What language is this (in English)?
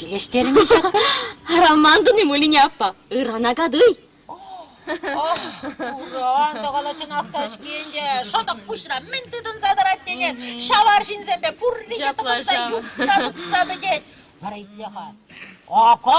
Chuvash